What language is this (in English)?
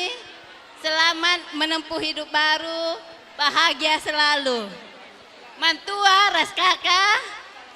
Batak Karo